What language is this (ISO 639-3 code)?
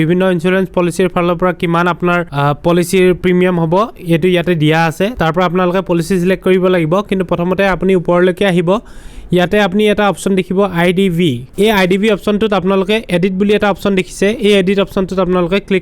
asm